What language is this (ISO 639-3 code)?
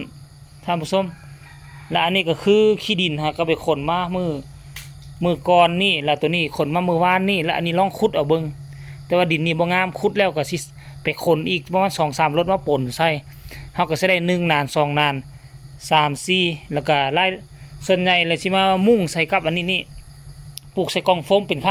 lao